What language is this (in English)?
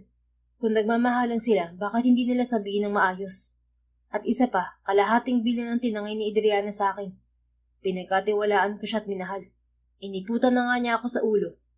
Filipino